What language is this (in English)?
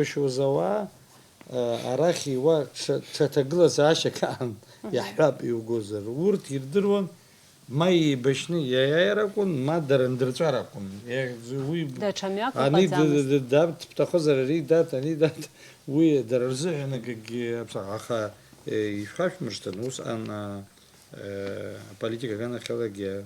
Abkhazian